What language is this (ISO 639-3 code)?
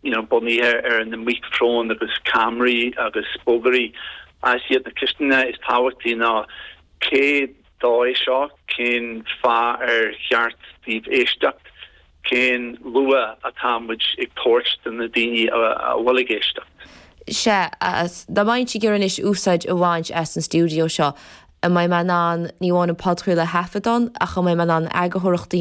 gle